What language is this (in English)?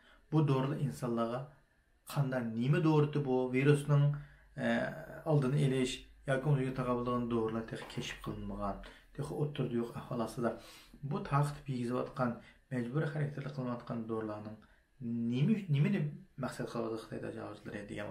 Uyghur